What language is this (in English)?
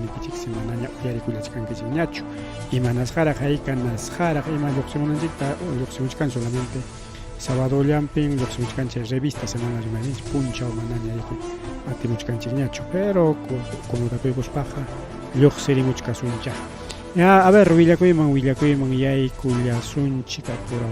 Ayacucho Quechua